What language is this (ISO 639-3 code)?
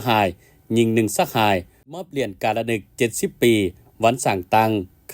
lao